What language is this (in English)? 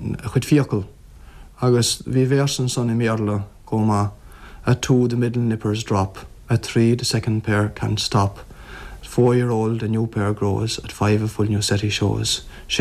Irish